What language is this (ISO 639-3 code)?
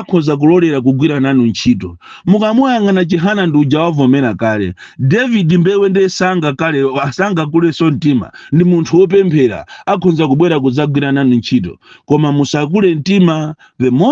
nya